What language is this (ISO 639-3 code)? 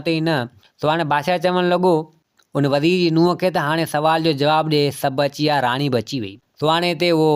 snd